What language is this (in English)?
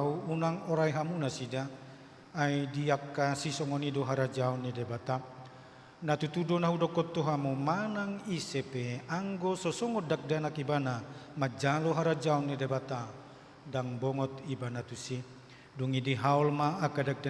Batak Toba